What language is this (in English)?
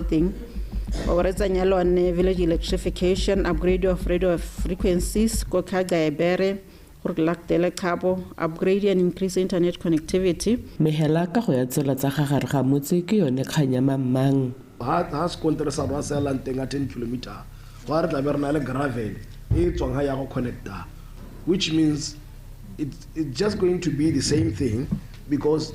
Tswana